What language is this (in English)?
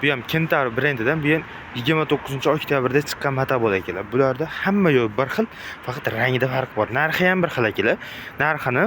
Uzbek